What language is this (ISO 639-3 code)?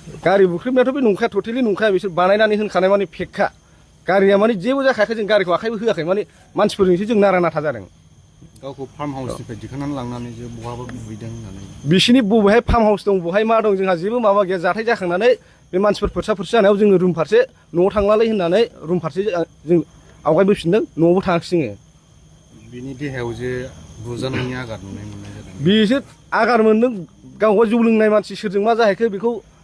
brx